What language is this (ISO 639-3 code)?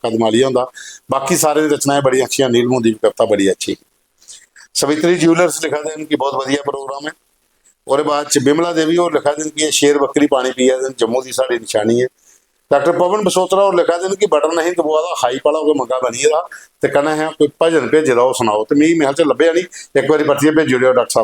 doi